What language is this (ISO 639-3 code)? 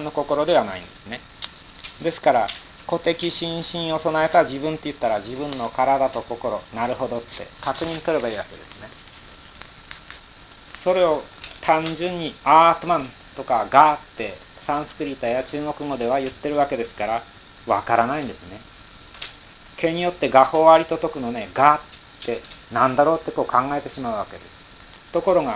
jpn